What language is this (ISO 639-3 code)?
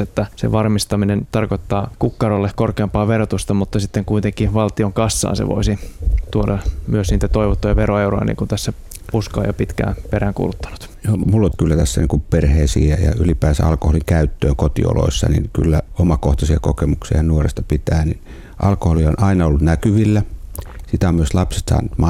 fin